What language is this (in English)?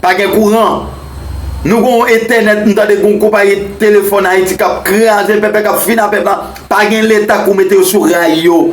Haitian Creole